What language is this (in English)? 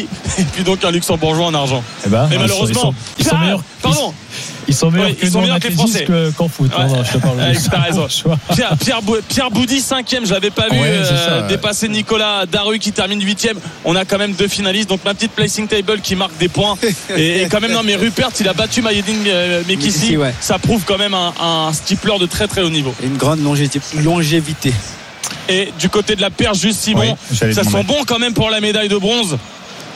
French